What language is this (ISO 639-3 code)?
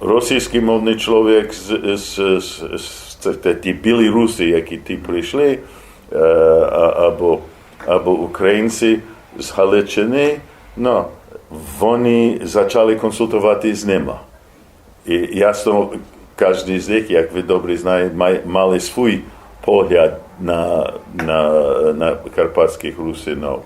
rue